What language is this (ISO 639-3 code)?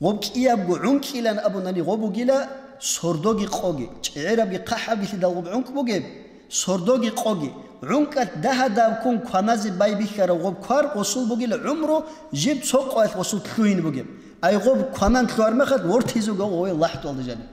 ava